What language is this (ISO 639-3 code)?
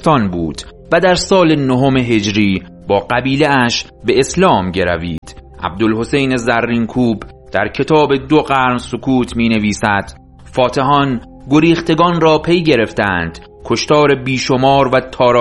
fas